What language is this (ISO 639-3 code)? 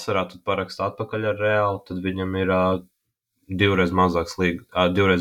lav